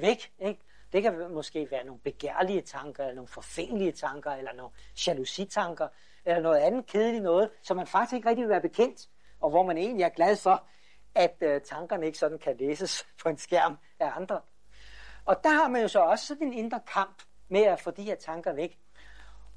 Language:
Danish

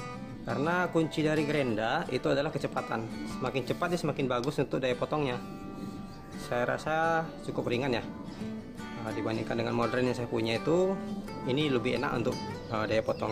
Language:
Indonesian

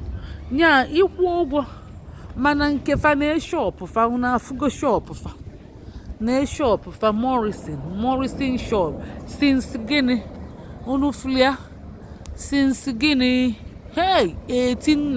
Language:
Igbo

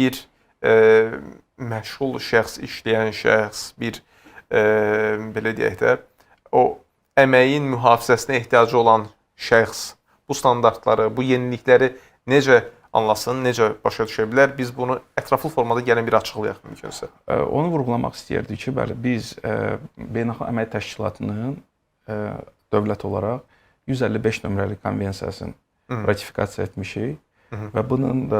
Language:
Azerbaijani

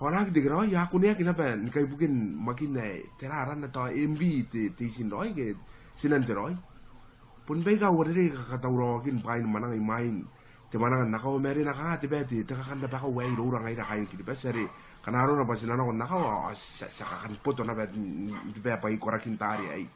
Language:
Gilbertese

